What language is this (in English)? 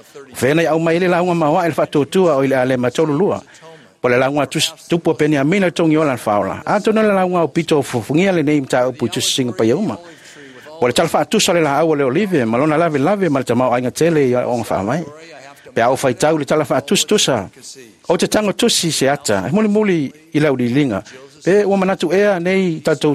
Samoan